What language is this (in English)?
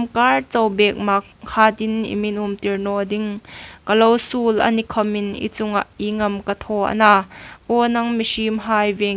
Hmar